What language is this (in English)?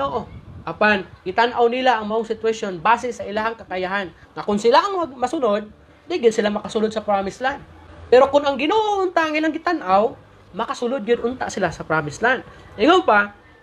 Cebuano